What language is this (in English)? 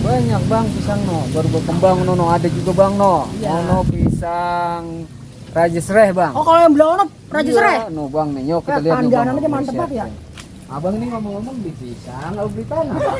Betawi